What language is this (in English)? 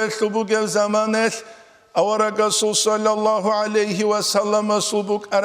Avaric